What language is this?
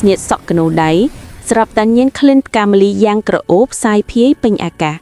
Khmer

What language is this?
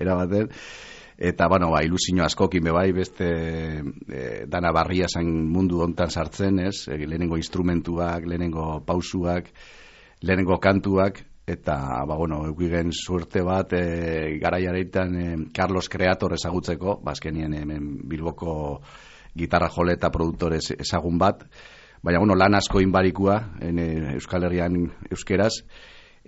Basque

